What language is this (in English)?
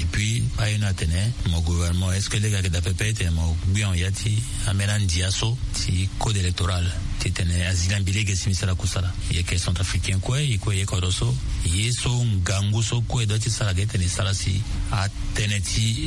Sango